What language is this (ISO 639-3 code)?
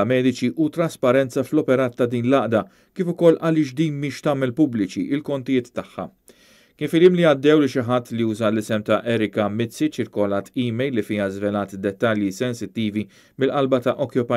mlt